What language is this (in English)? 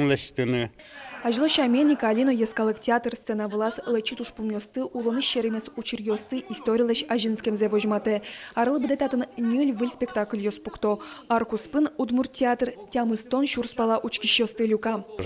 Udmurt